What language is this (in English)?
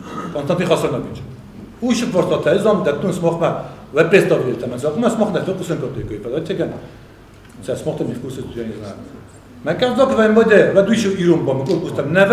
Ossetic